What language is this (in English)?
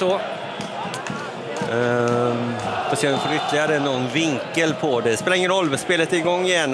Swedish